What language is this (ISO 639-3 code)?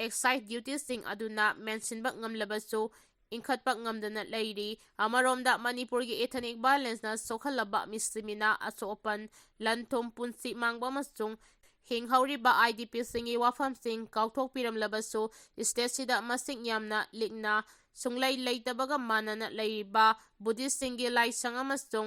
mni